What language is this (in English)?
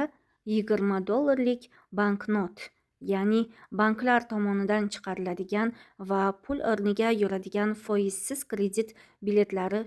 Uzbek